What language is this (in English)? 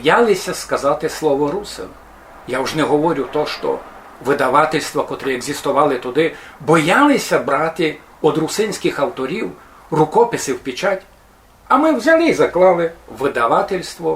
Rusyn